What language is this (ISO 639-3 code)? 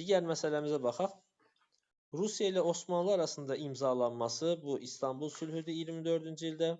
aze